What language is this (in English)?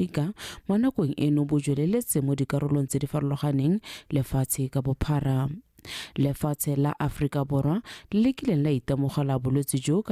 Tswana